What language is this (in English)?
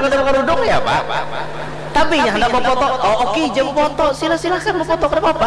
Banjar